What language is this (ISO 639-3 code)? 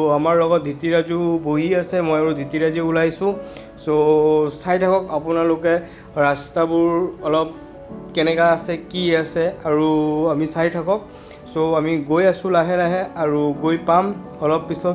asm